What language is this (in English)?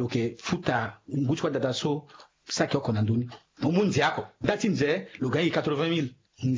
Sango